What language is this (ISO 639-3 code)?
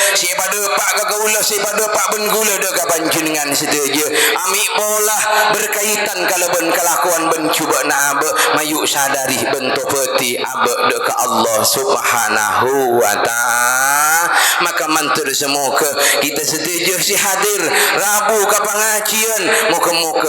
mad